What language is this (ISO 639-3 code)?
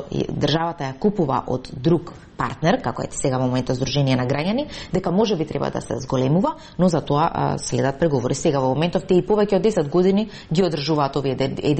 mkd